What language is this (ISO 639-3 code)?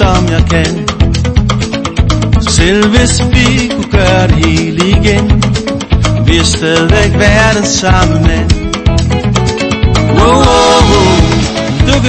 dan